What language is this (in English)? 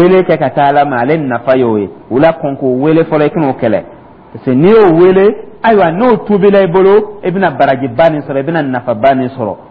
Dyula